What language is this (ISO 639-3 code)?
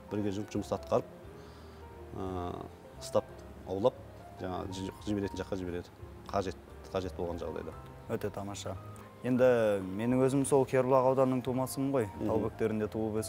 kaz